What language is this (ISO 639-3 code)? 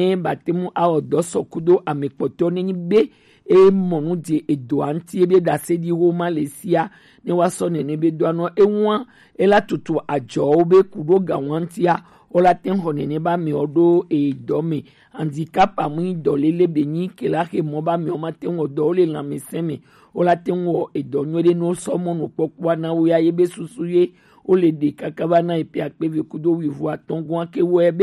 gej